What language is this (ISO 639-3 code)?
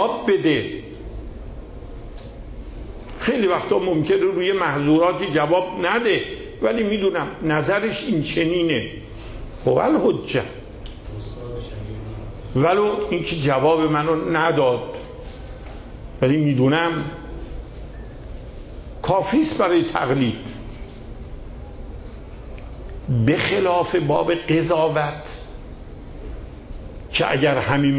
fas